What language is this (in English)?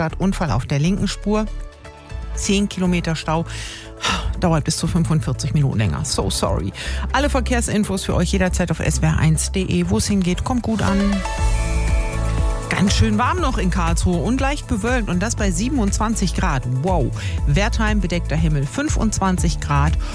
German